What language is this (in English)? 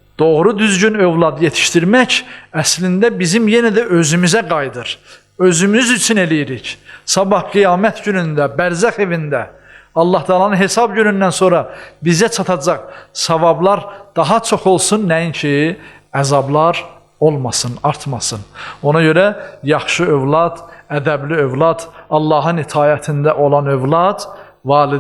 Azerbaijani